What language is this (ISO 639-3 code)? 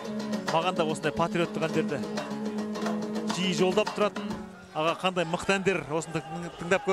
kaz